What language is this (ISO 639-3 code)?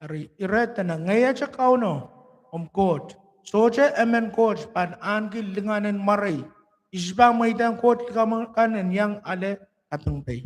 pon